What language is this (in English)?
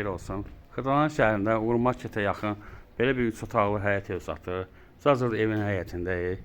Azerbaijani